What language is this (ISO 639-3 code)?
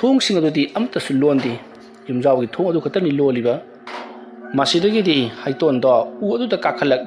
mni